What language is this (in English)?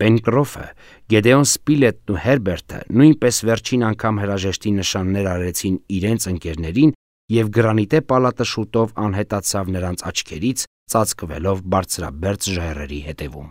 Armenian